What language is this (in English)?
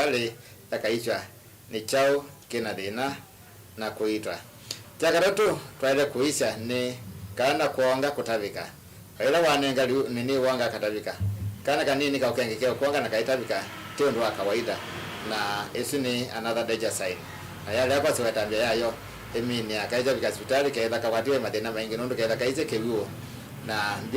Kamba